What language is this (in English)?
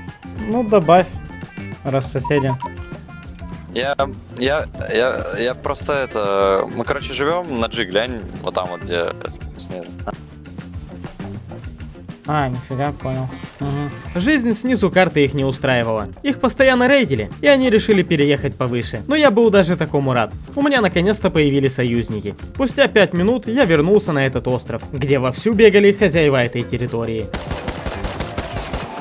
Russian